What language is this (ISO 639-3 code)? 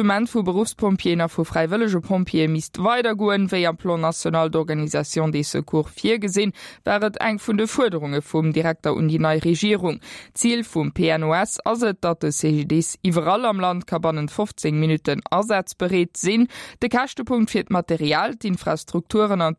ltz